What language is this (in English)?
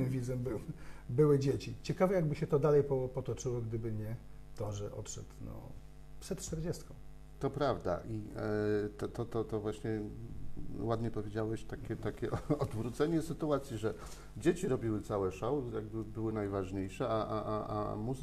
Polish